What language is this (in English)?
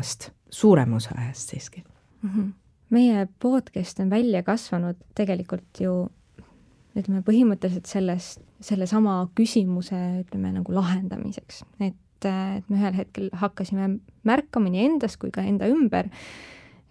Estonian